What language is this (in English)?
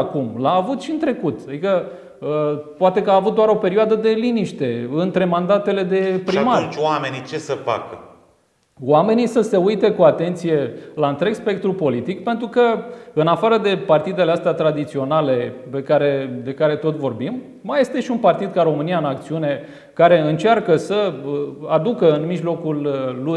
Romanian